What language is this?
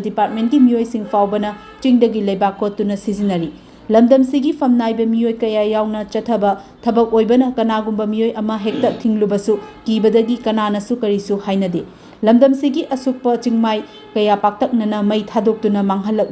Manipuri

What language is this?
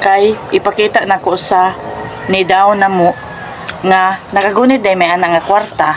Cebuano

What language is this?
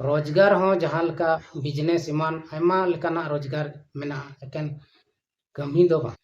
Santali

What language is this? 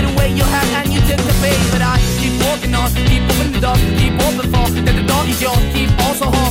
Polish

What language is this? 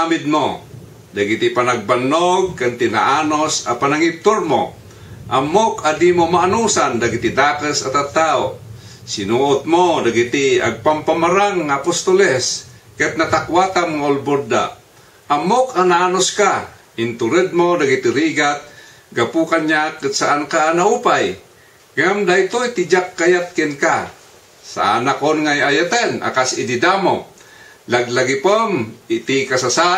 Iloko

